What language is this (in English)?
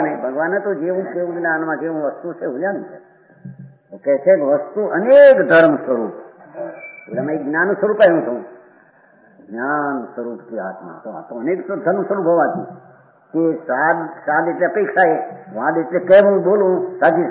Gujarati